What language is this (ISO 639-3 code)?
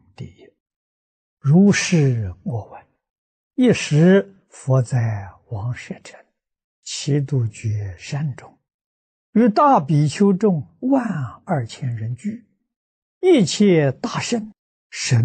zho